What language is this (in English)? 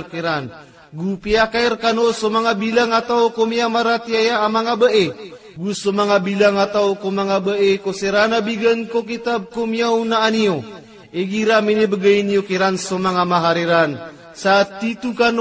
Maranao